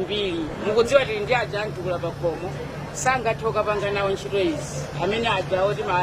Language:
Nyanja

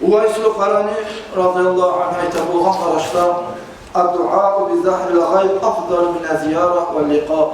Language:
Kumyk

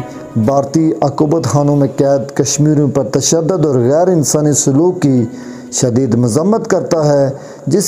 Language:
Urdu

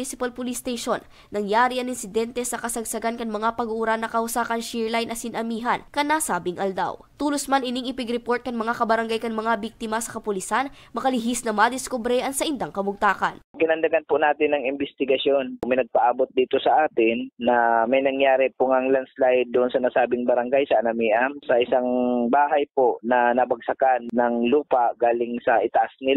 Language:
Bikol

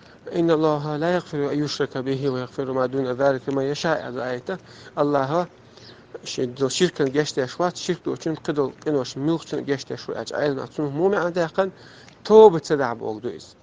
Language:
Chechen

